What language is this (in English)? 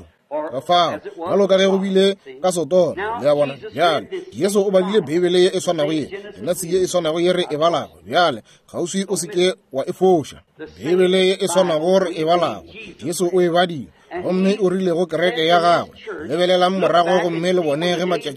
Northern Sotho